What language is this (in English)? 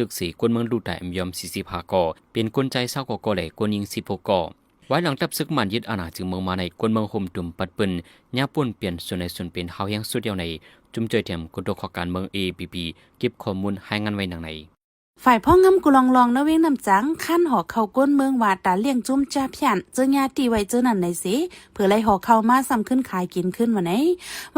Shan